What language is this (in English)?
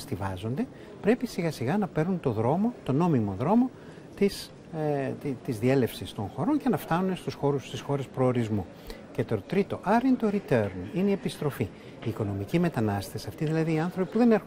Greek